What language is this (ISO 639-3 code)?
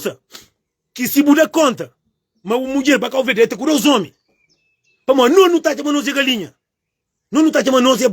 kea